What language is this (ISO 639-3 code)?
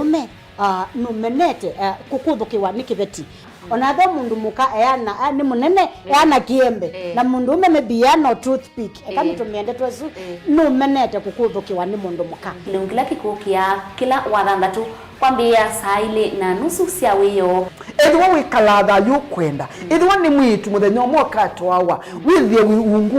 kam